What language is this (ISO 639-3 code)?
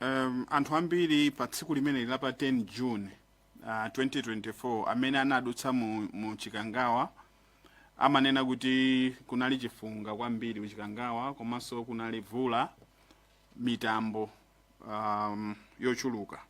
nya